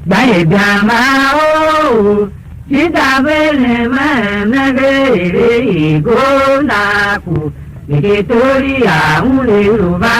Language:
Tiv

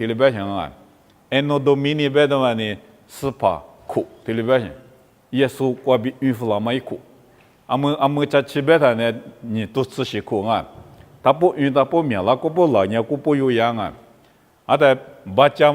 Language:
Lisu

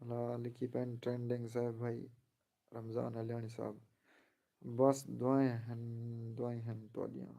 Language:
Saraiki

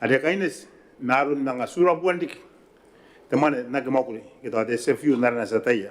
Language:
Gilbertese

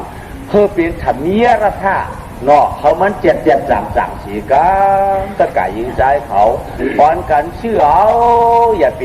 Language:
Shan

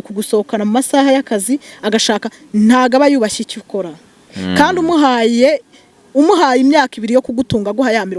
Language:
Kinyarwanda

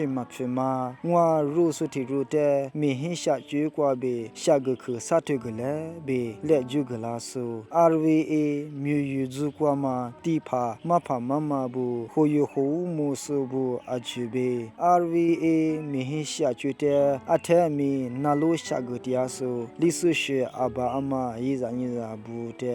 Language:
Lisu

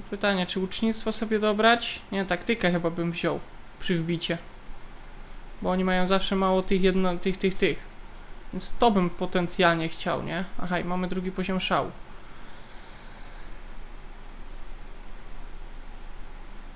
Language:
Polish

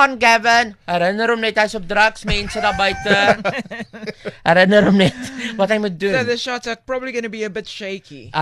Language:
Afrikaans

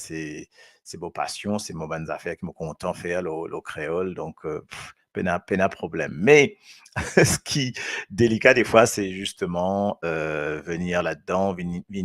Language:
Morisyen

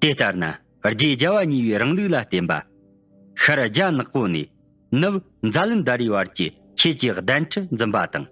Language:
Tibetan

